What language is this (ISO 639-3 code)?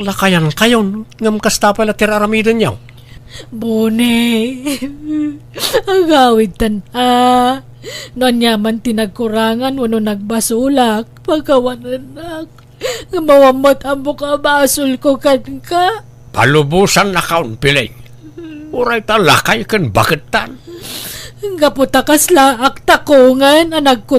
ilo